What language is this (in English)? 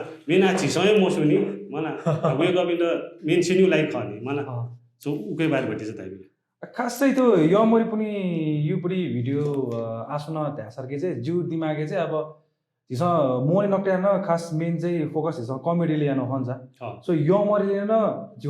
Newari